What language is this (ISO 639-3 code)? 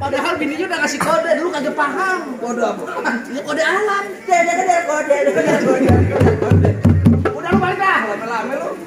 bew